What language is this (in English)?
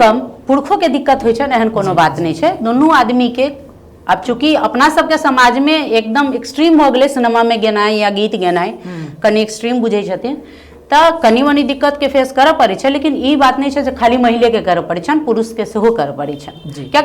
Maithili